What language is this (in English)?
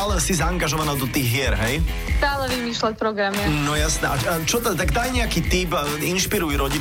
Slovak